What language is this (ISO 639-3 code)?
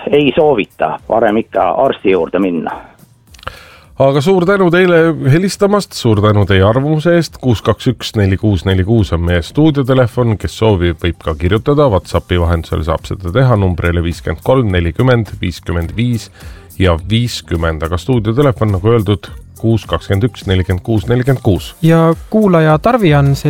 est